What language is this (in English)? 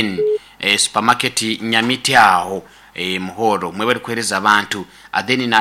Nyoro